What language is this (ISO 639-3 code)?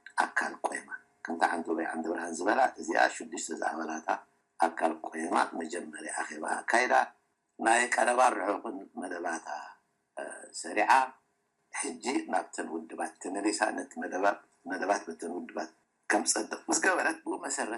tir